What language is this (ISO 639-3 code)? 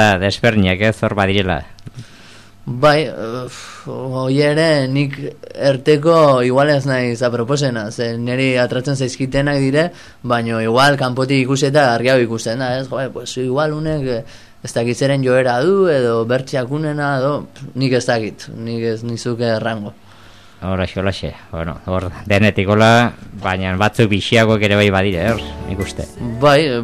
eus